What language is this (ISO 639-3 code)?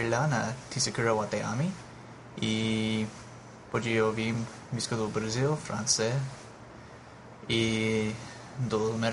por